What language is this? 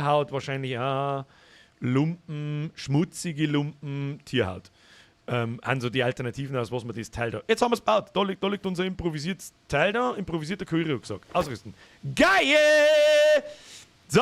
Bavarian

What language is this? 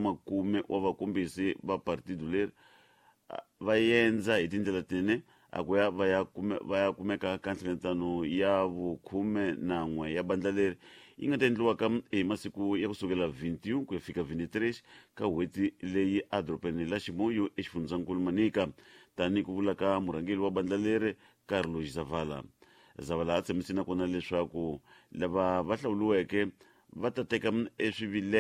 Tsonga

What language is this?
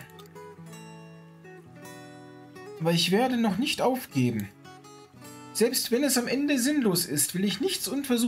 German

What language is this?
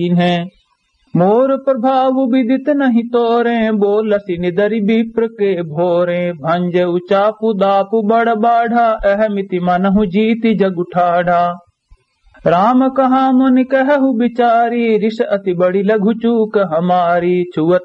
Awadhi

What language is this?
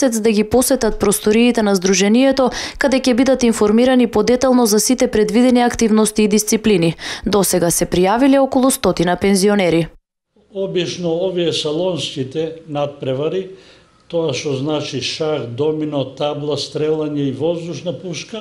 Macedonian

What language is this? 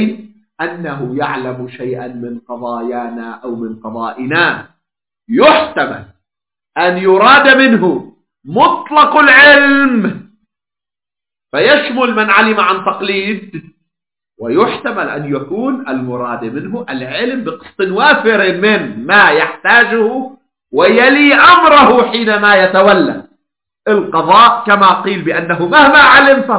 Arabic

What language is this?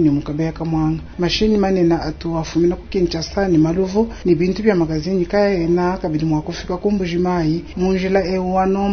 Luba-Lulua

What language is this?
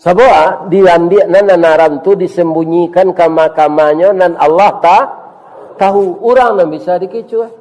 Minangkabau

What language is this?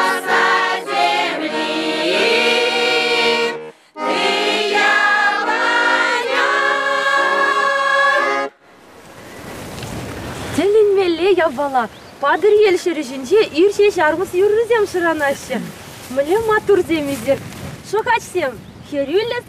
Chuvash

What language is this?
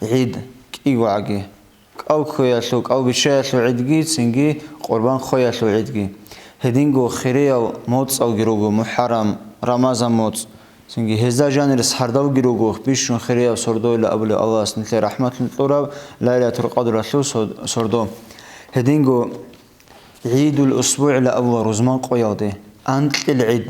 Avaric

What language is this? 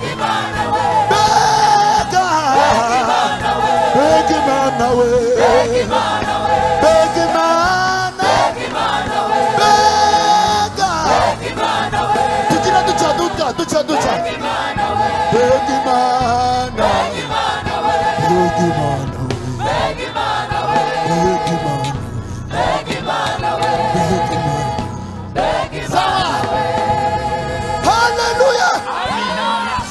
Kinyarwanda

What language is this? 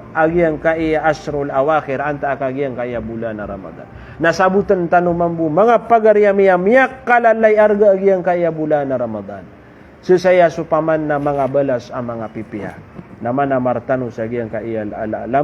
Maranao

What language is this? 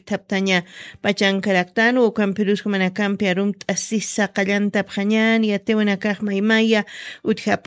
Aymara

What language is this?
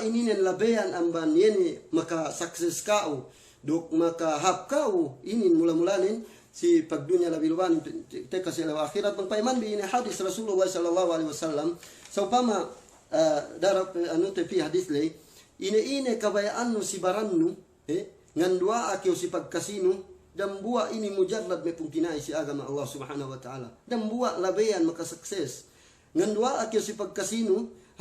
Yakan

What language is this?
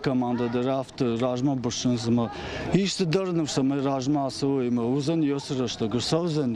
Ossetic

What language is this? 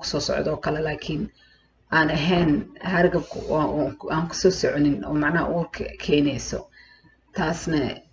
Somali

